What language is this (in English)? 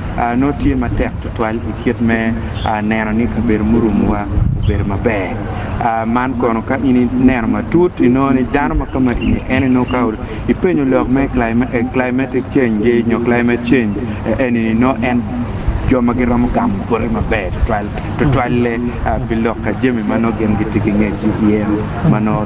Acoli